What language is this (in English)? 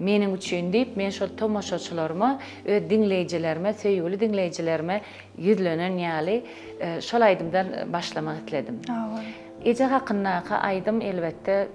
Turkmen